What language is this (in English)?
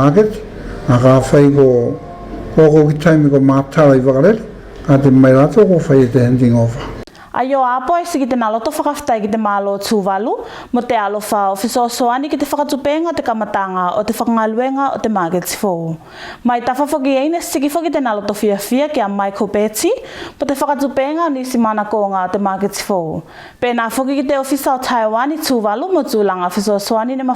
Tuvalu